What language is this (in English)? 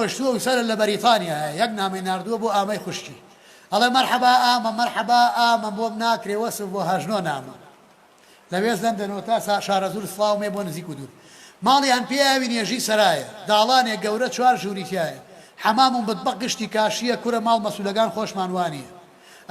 Central Kurdish